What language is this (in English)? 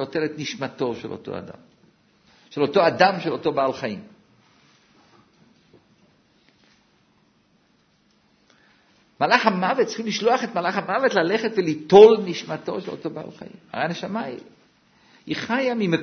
Hebrew